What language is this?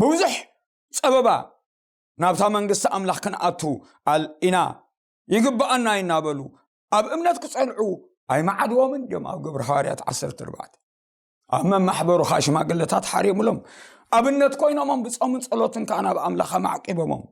Tigrinya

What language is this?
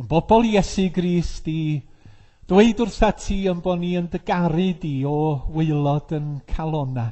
Welsh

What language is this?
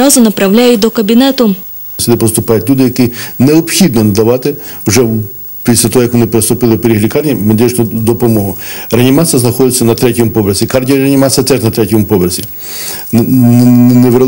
Ukrainian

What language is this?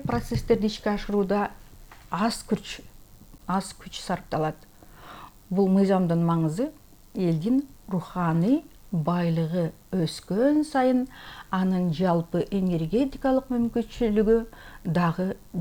Kyrgyz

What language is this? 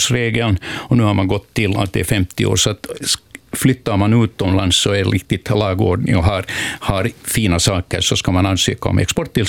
Swedish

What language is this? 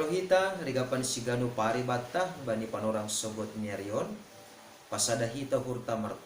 Batak Simalungun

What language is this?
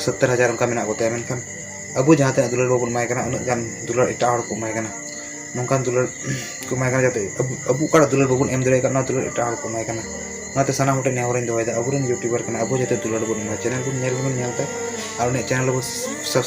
Santali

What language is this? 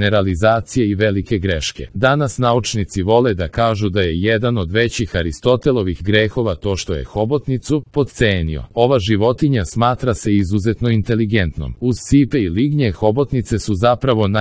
Serbian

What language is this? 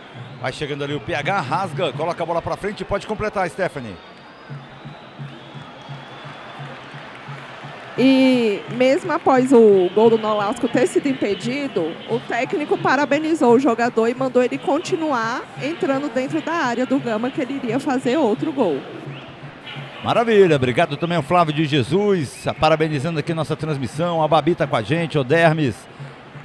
Portuguese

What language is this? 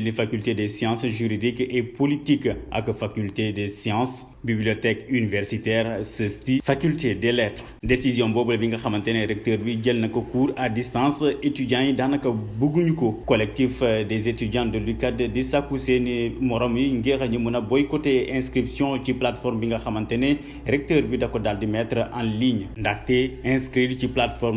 Wolof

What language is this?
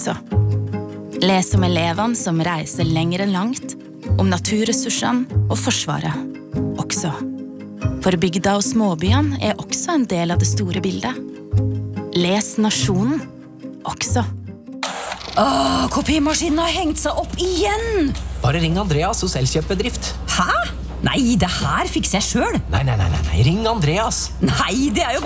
Norwegian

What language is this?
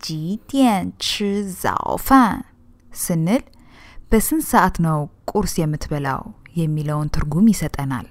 Amharic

